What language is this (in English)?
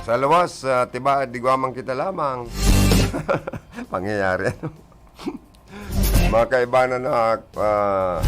Bikol